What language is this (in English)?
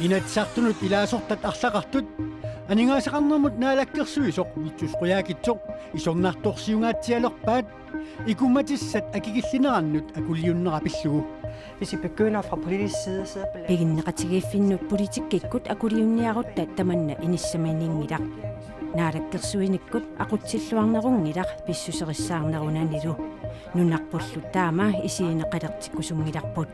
Kalaallisut